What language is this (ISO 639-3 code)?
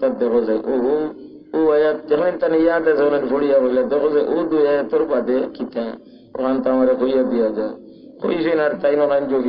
syl